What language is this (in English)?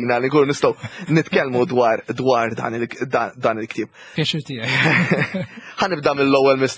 Maltese